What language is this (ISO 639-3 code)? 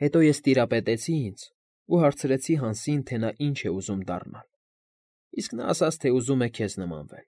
hye